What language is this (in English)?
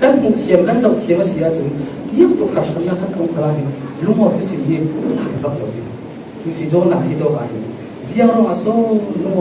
Falam Chin